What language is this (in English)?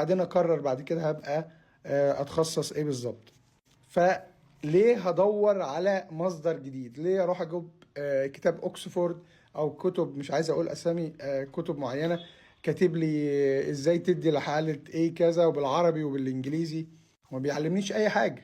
Egyptian Arabic